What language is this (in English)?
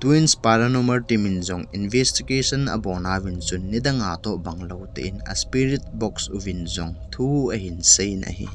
Thado Chin